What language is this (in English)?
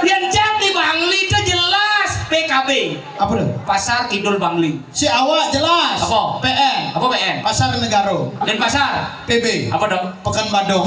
Balinese